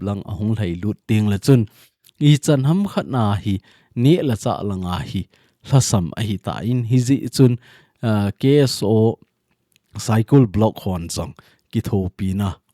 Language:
Thado Chin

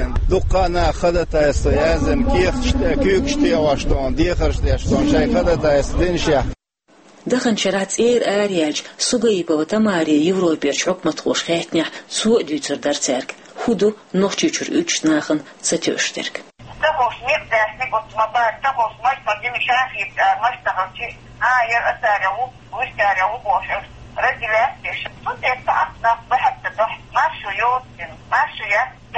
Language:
Chechen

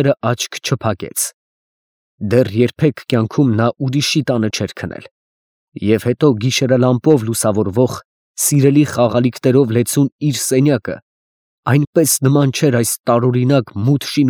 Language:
Armenian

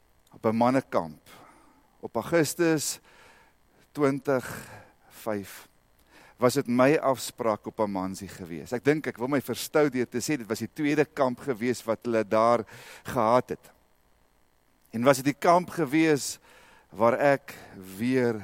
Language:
Afrikaans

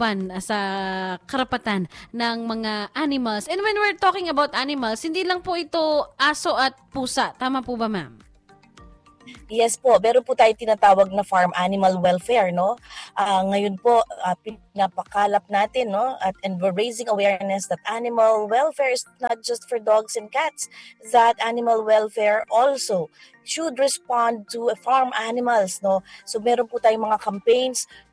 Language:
Filipino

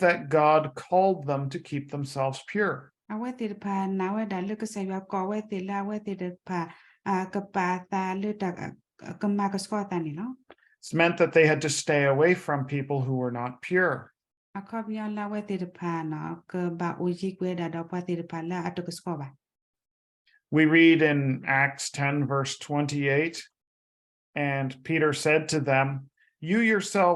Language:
S'gaw Karen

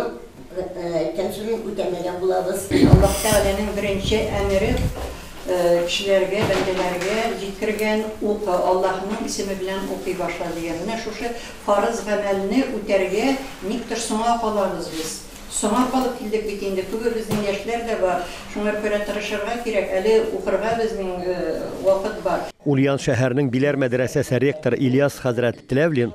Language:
Tatar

